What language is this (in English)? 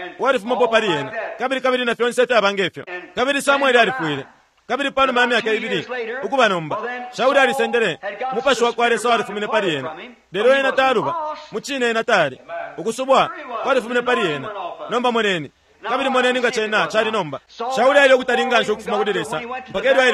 Bemba